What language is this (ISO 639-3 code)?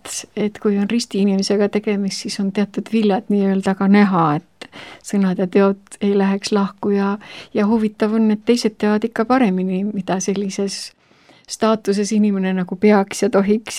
est